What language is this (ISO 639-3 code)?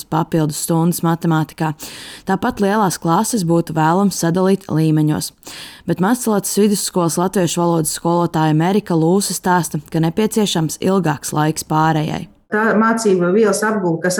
lav